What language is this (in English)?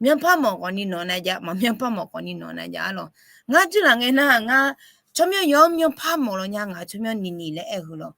Akha